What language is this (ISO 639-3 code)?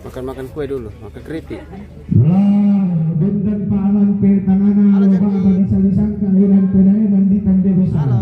sda